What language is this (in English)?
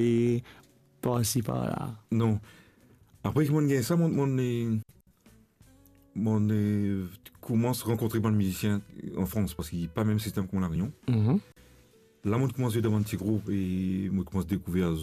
Morisyen